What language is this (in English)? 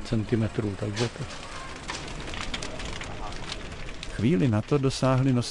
Czech